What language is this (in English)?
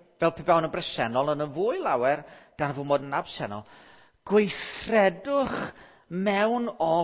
Welsh